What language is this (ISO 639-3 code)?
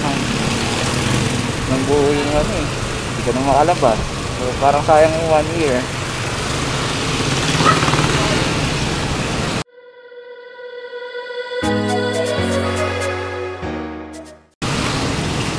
fil